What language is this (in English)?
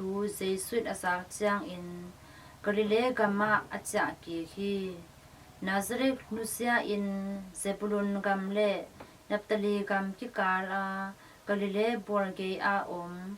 Tedim Chin